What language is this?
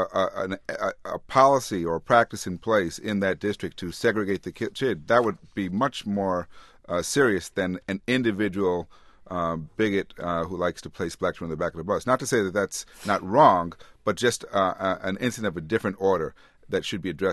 English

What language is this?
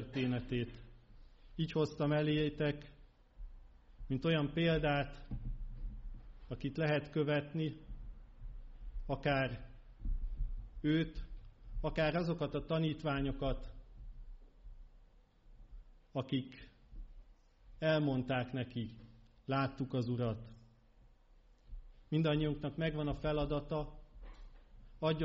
Hungarian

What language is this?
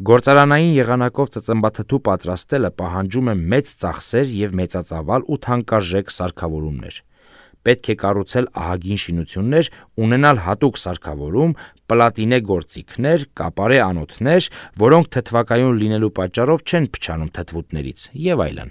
Armenian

